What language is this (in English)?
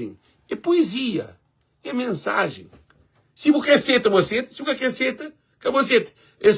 Kabuverdianu